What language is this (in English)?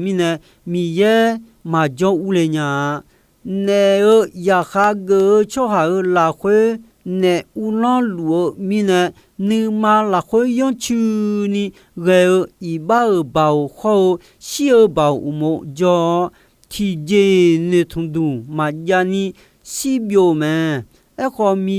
Akha